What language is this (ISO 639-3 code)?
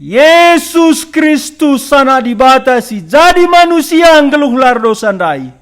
btx